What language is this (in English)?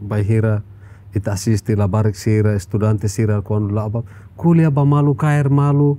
Tetum